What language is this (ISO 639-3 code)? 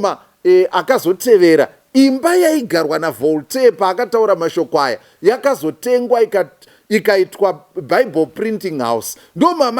sna